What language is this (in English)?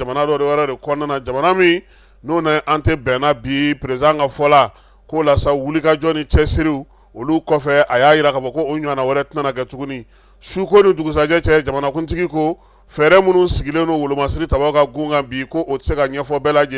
Bambara